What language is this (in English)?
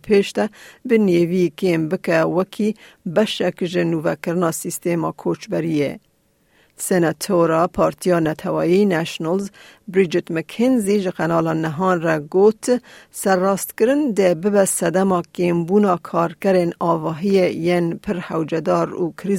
Kurdish